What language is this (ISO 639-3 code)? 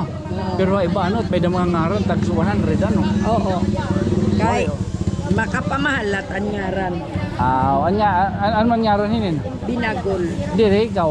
war